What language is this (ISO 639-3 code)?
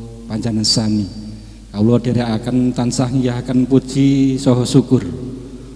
jav